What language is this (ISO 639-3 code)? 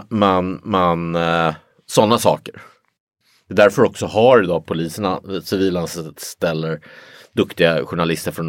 swe